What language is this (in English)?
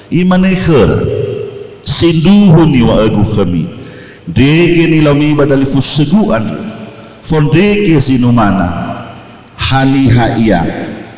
Nias